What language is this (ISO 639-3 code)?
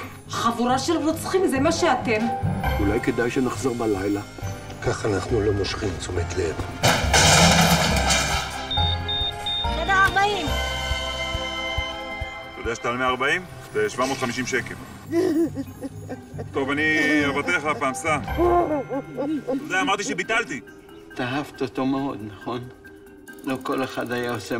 heb